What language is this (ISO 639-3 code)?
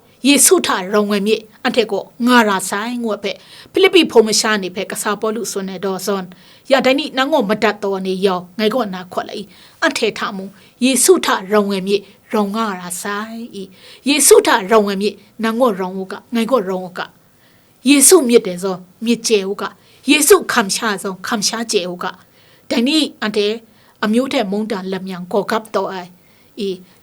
kac